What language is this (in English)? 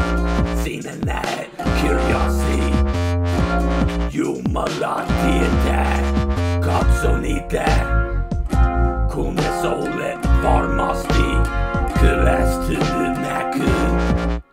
Finnish